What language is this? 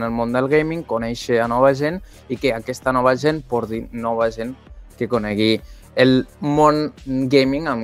Catalan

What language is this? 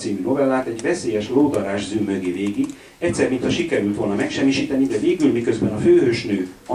Hungarian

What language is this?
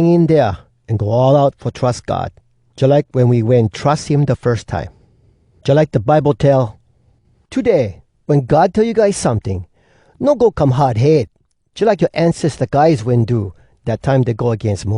Hawai'i Creole English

